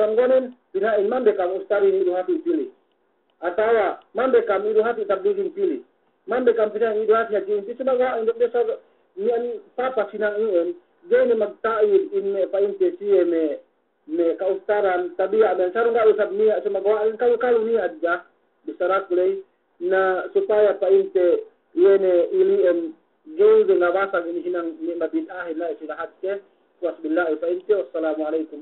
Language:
Yakan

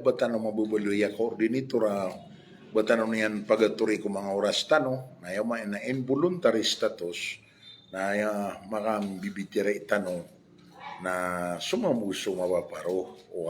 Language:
Maranao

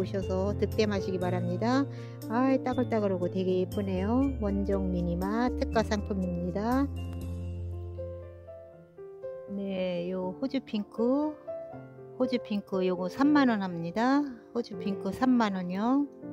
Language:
Korean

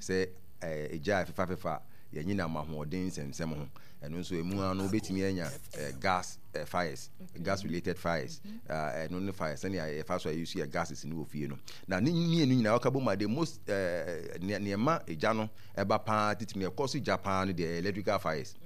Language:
Akan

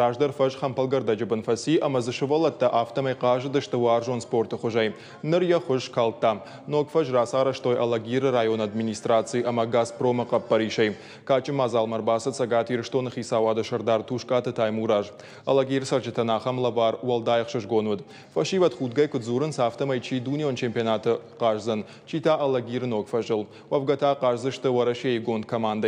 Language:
Ossetic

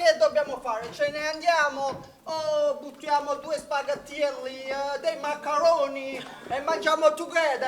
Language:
Neapolitan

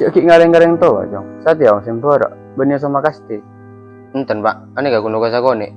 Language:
Madurese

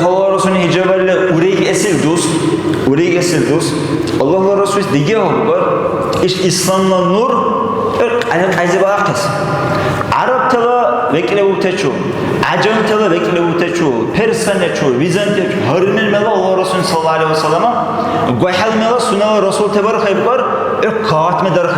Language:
Dargwa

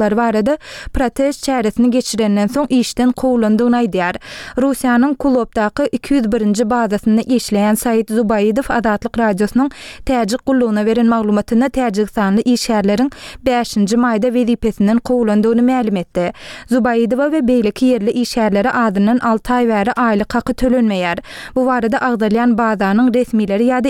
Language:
Turkmen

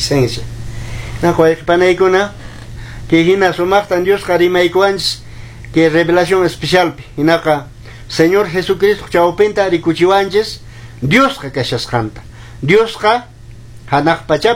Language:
Quechua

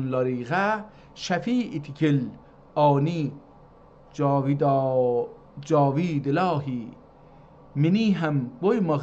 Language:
South Azerbaijani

